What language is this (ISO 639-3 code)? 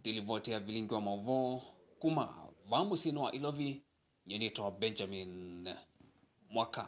kam